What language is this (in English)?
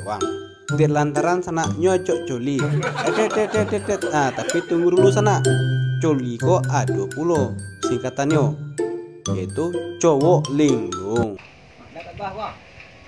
Minangkabau